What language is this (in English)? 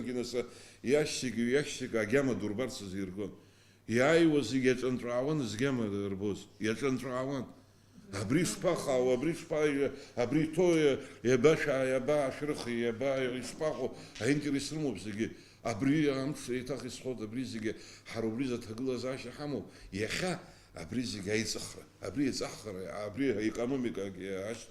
Abkhazian